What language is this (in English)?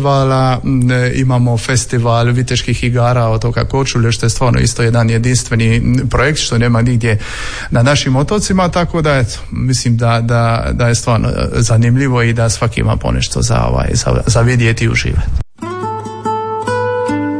Croatian